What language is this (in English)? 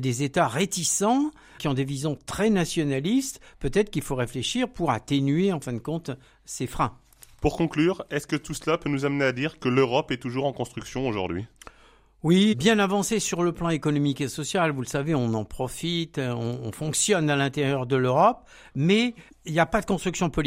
French